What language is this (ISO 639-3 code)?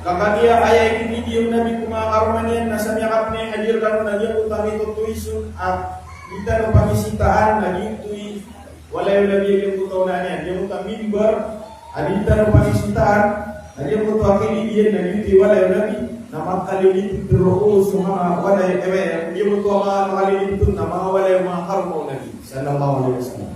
mrw